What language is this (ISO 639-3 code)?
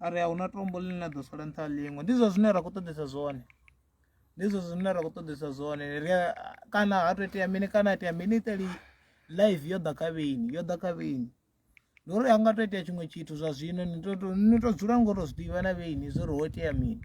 ven